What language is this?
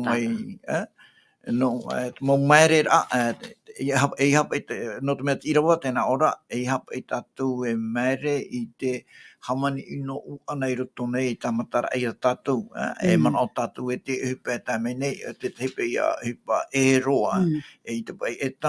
Tahitian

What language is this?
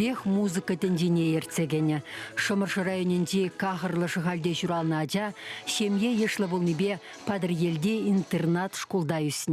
Chuvash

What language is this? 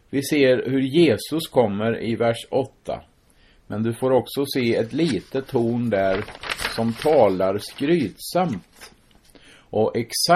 Swedish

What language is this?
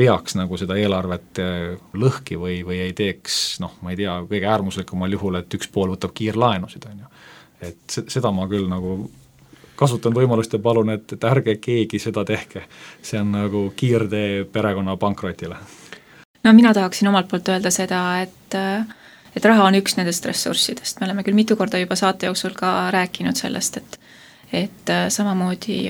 Estonian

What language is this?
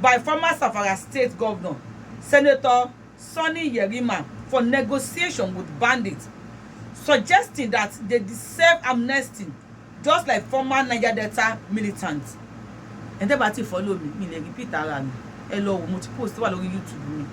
Yoruba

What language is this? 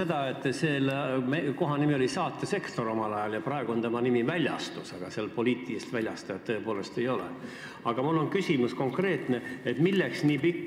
Estonian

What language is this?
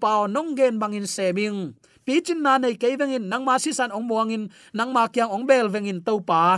Tedim Chin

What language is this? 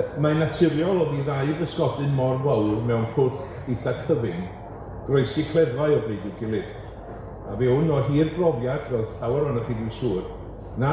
Welsh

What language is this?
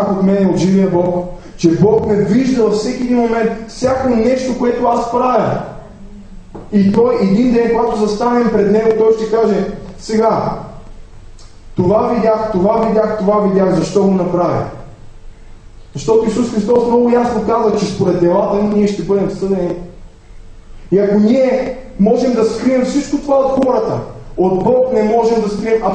Bulgarian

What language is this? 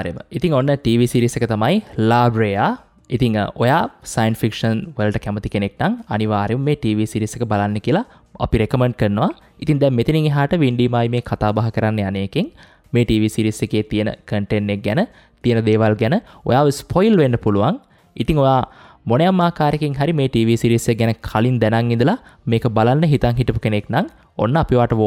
Sinhala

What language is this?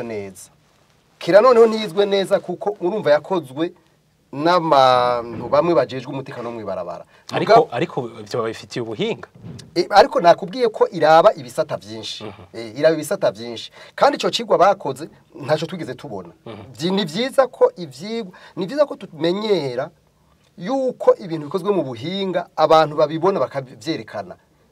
Rundi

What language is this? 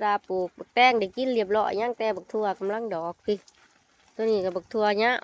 Lao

